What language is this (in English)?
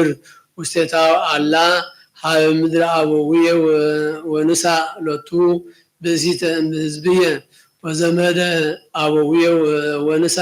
Geez